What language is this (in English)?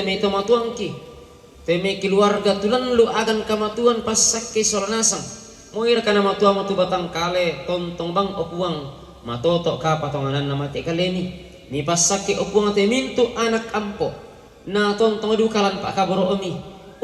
Toraja-Sa'dan